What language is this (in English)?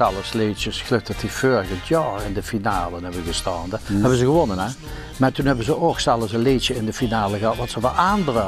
Limburgish